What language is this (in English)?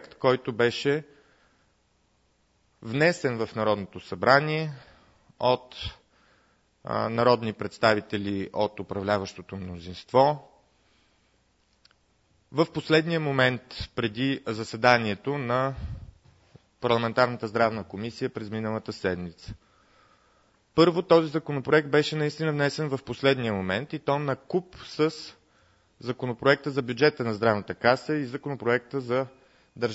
Bulgarian